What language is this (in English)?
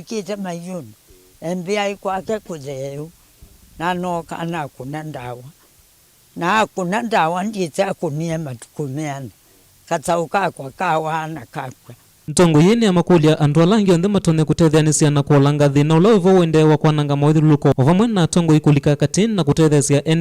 Kamba